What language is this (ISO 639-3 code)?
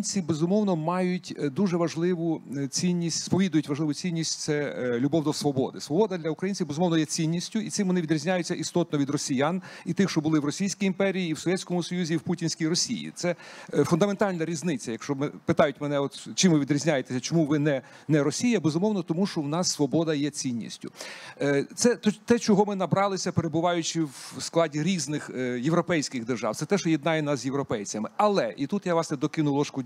ukr